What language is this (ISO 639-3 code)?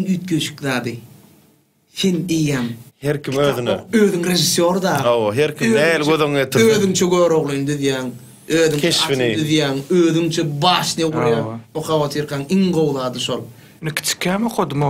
tuk